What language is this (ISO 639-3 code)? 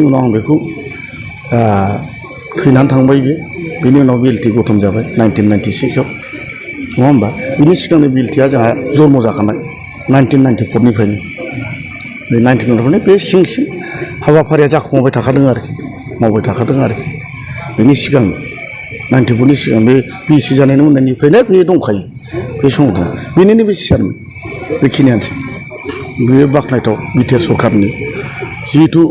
brx